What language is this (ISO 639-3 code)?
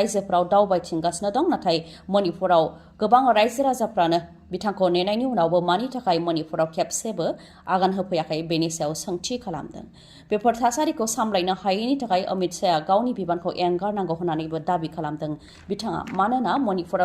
brx